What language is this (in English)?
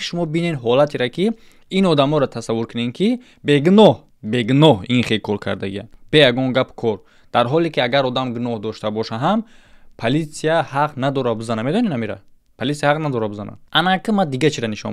Tajik